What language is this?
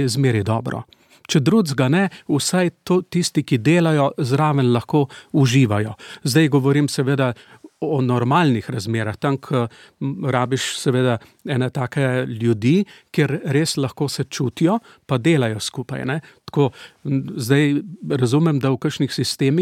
Slovenian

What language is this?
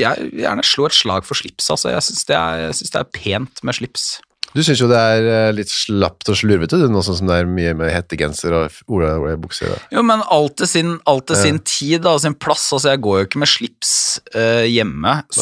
Norwegian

